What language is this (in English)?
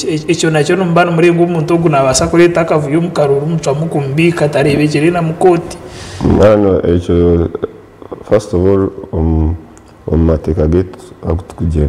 Nyankole